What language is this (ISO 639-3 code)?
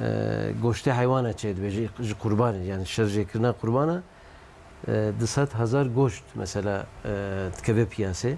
kur